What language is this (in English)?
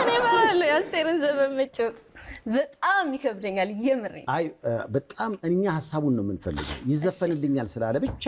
Amharic